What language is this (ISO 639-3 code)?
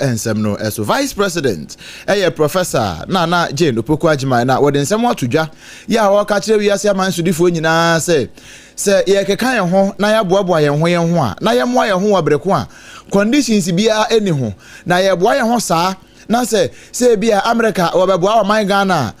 aka